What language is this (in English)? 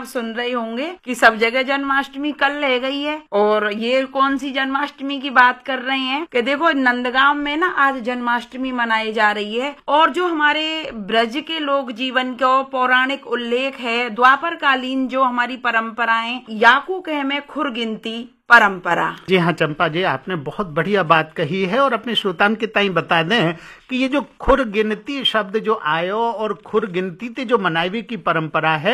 Hindi